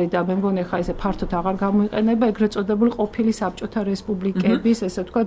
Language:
Georgian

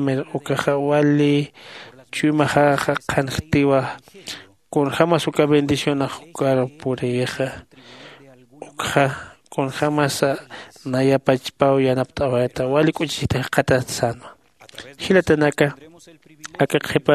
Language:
Aymara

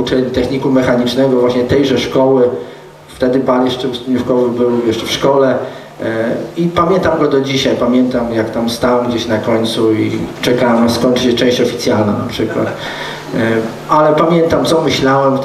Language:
Polish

